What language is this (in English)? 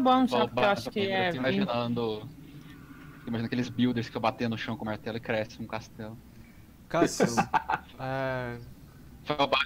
Portuguese